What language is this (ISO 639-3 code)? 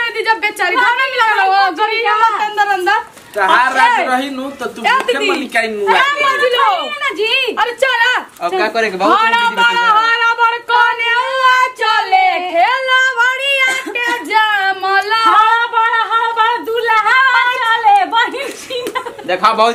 bho